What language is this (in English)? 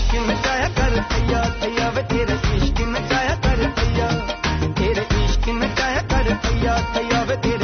Punjabi